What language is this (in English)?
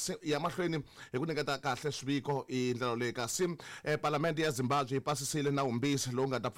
Tsonga